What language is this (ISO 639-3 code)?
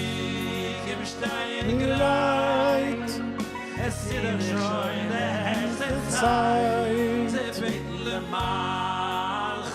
yid